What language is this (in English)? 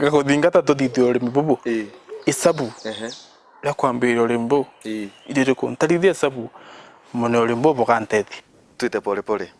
Meru